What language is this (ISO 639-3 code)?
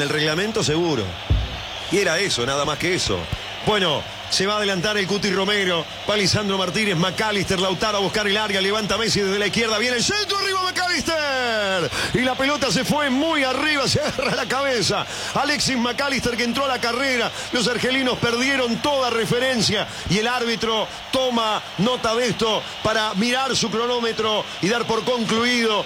spa